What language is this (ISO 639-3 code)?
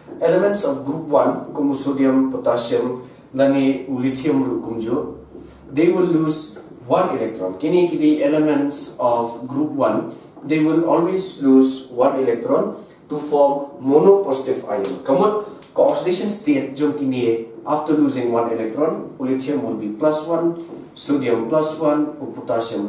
kha